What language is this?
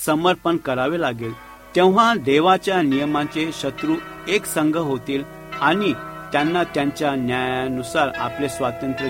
Marathi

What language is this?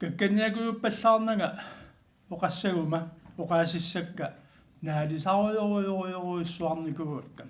Kalaallisut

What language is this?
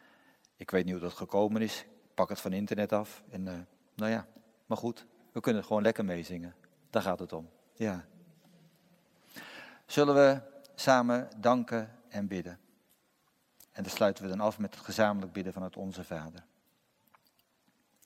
Dutch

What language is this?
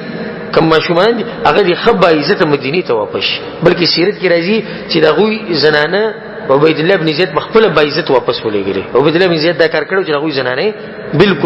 Pashto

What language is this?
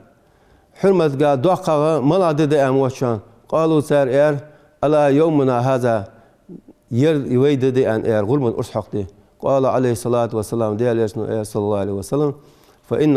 Ingush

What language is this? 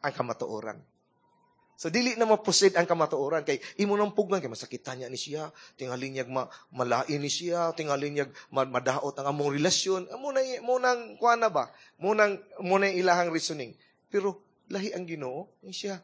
Cebuano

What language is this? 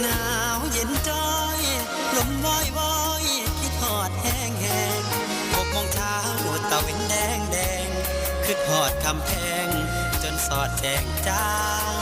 Northeastern Thai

